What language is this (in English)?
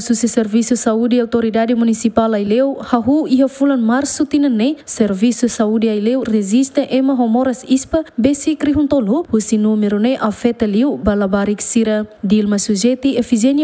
Tetum